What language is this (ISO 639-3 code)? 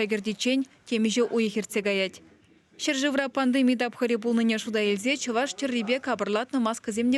chv